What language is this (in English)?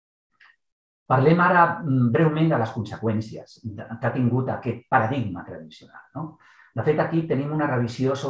Catalan